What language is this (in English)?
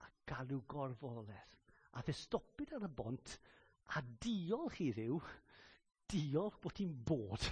Welsh